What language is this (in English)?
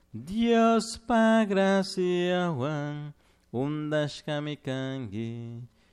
Chimborazo Highland Quichua